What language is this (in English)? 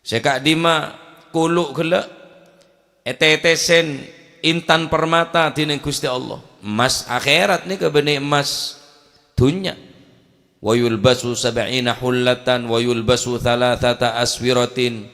Madurese